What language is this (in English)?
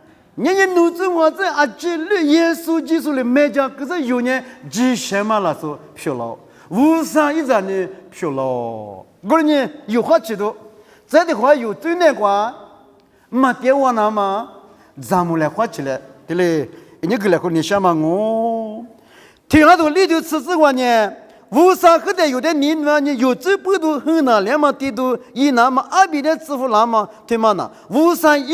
Lisu